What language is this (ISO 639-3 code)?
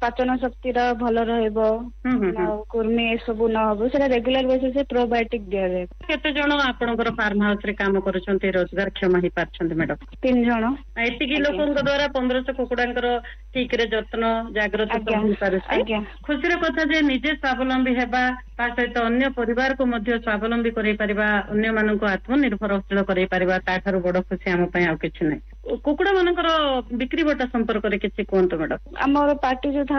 ori